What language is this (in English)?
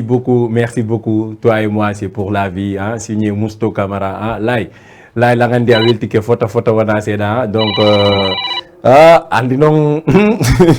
Fula